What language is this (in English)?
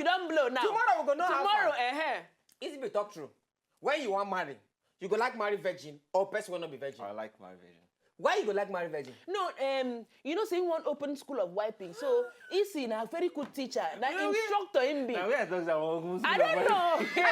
Nigerian Pidgin